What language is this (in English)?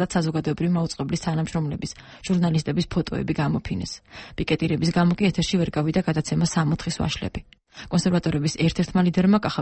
Georgian